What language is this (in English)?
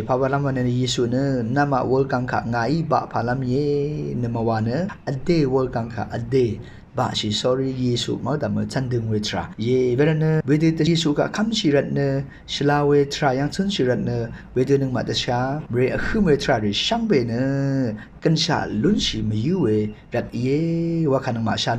Rawang